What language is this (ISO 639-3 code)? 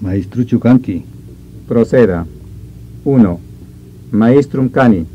quy